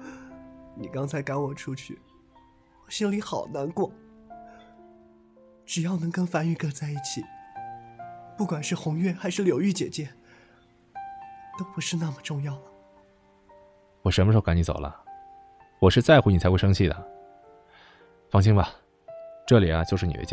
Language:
Chinese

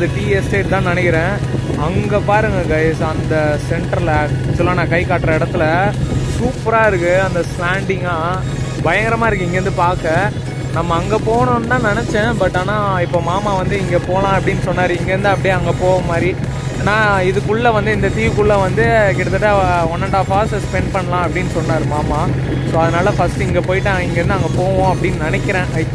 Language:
Tamil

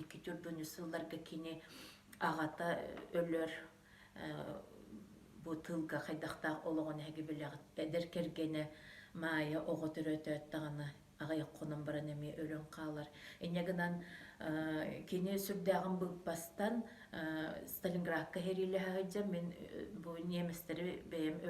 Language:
Yakut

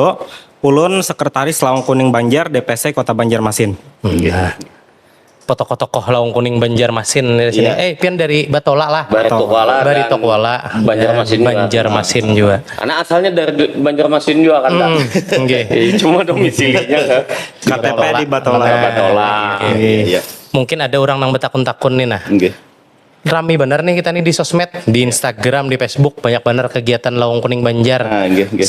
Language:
Banjar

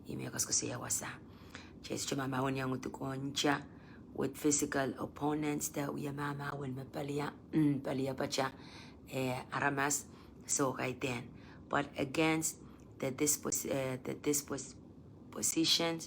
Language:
Pohnpeian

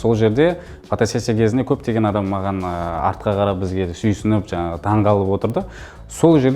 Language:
Kazakh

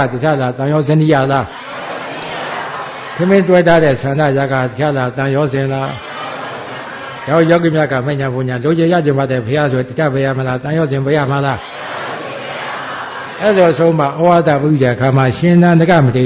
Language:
Burmese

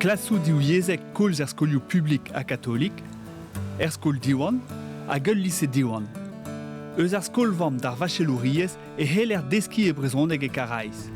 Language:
Breton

